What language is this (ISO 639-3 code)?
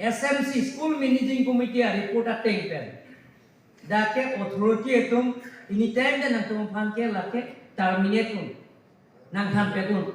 mjw